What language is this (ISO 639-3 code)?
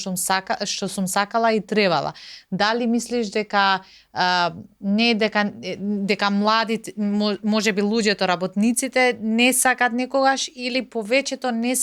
mkd